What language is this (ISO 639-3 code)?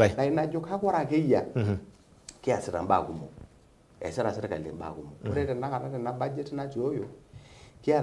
mas